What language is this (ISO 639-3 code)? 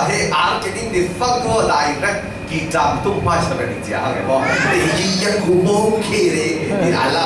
cfm